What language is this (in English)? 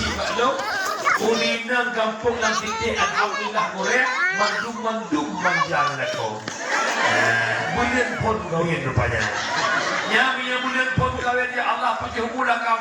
Achinese